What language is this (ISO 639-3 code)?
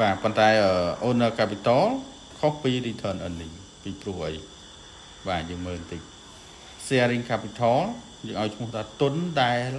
khm